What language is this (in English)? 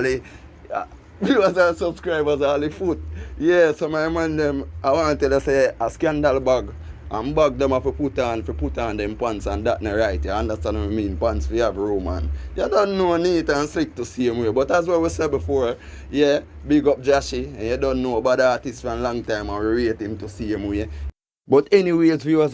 Jamaican Creole English